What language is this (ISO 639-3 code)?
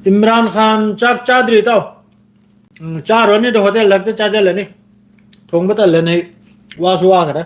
mni